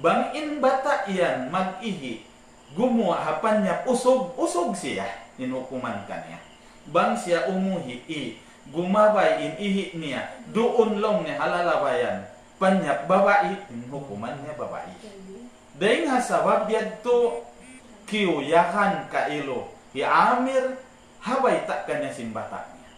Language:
Tausug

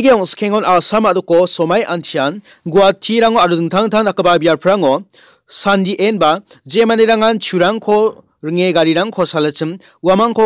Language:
Garo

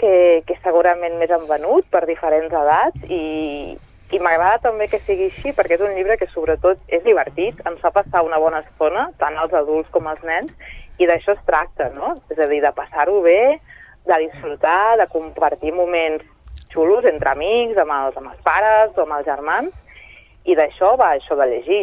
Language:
Catalan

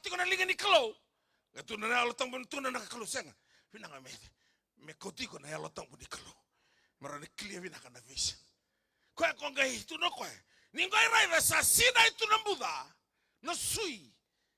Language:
Fijian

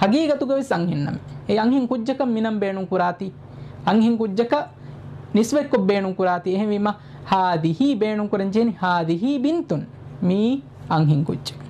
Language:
Divehi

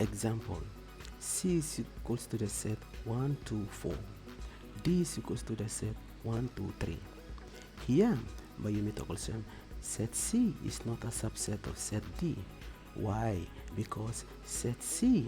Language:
Tok Pisin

